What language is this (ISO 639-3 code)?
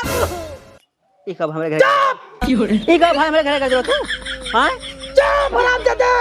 awa